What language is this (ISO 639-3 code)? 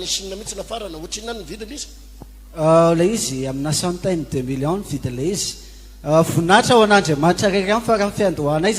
mlg